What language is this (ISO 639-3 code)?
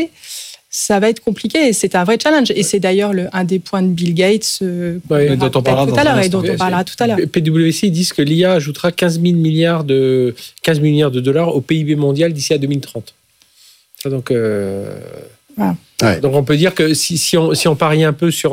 fra